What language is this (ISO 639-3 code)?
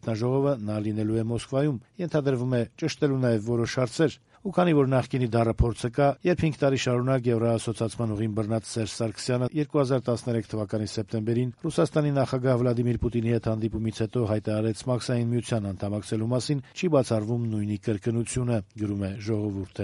hye